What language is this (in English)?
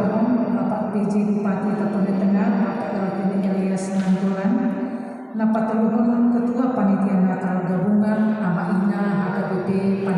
Batak Toba